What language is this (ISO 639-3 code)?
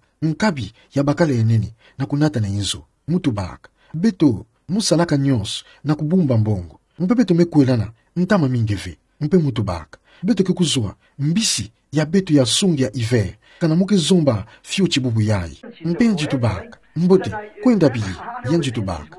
ktu